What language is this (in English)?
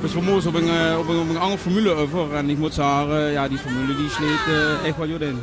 Limburgish